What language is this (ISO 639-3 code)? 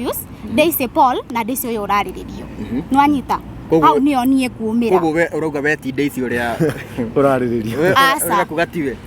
kik